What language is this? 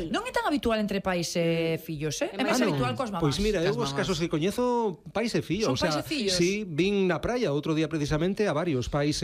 Galician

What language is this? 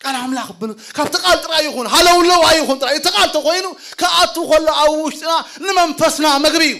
Tigrinya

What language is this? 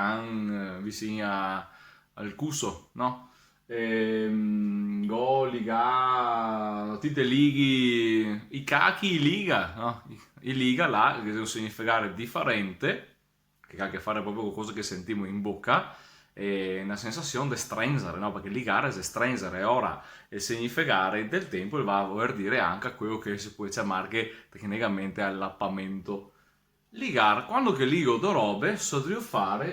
Venetian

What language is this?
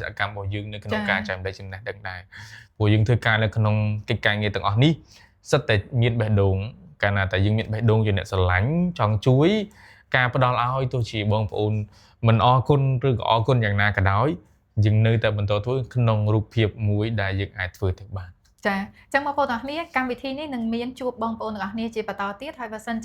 Khmer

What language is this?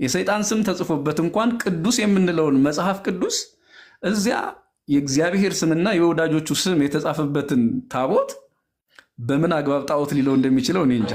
Amharic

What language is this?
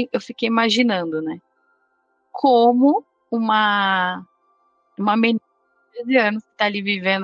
Portuguese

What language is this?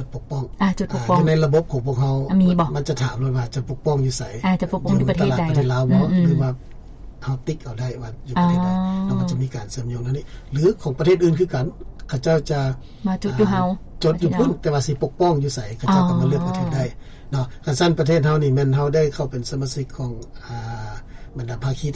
Lao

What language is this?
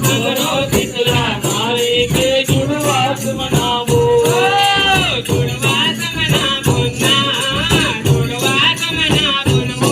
Chhattisgarhi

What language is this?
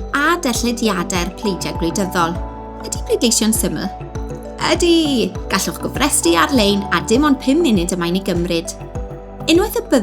Welsh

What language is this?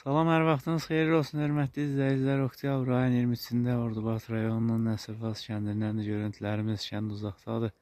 Azerbaijani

